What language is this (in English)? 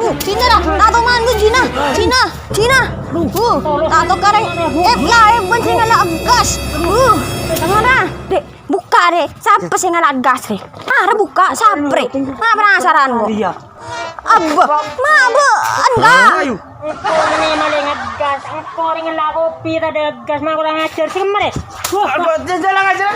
Madurese